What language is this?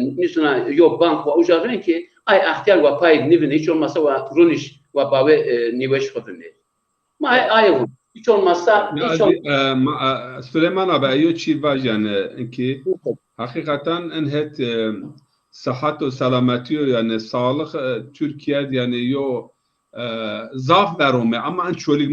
Zaza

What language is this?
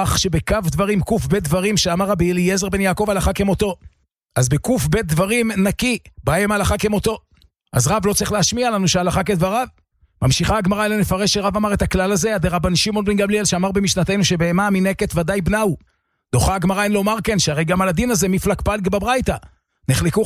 Hebrew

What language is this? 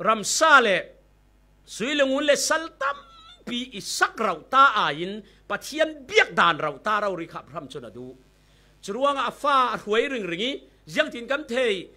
Falam Chin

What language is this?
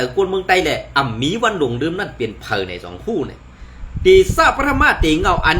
Shan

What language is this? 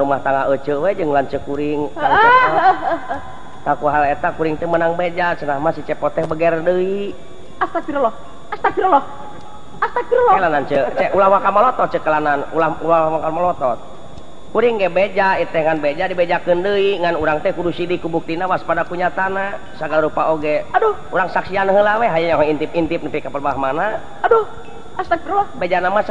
Sundanese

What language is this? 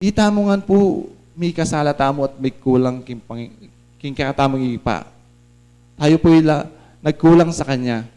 Pampanga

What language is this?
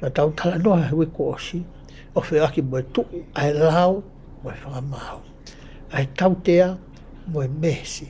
Tongan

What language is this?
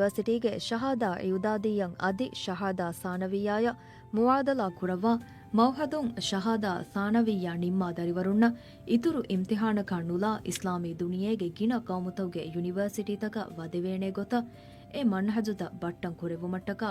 Divehi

